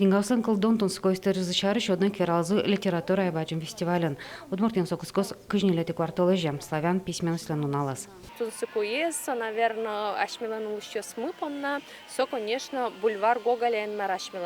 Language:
Udmurt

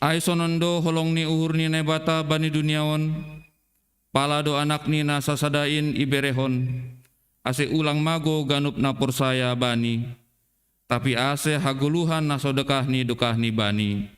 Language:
Batak Simalungun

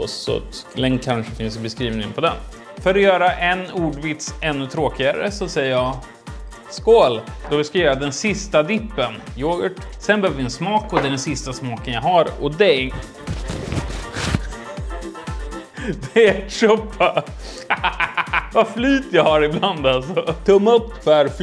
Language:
Swedish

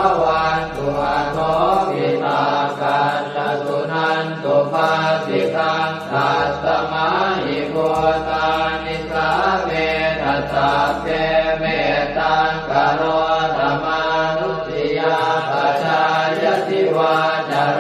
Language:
Pali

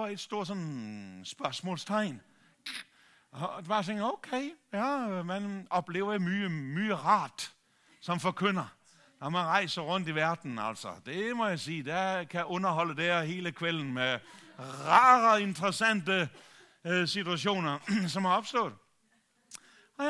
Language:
Danish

